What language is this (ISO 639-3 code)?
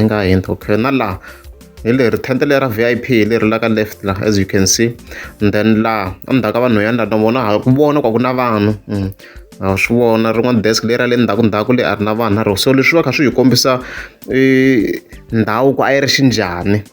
tso